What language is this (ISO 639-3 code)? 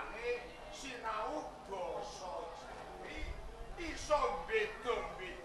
jav